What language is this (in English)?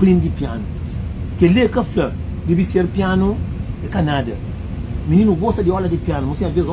Kabuverdianu